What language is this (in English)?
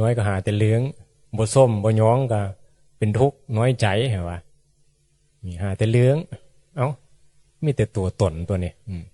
Northeastern Thai